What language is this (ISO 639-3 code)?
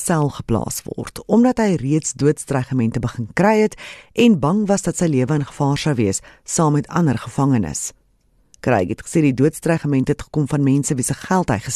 afr